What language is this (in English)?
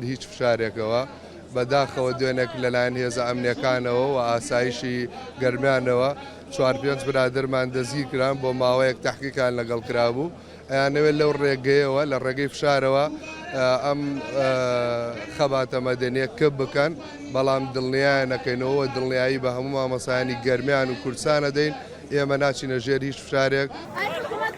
Central Kurdish